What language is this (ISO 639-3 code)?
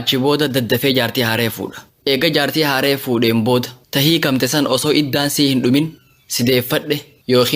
orm